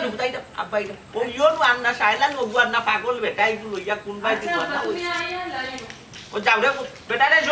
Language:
Sylheti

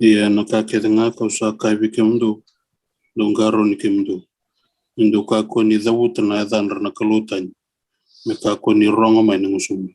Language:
Fijian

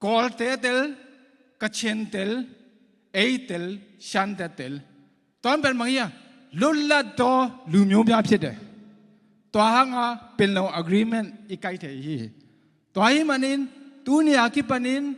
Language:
Tedim Chin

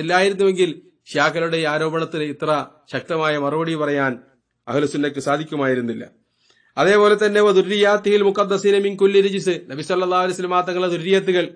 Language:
Malayalam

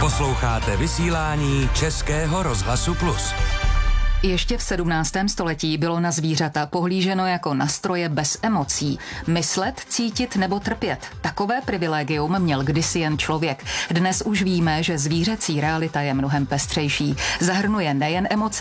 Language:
Czech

